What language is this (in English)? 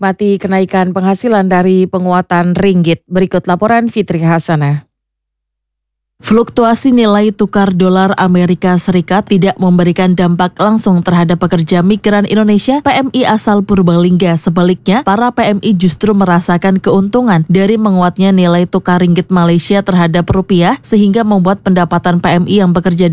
Indonesian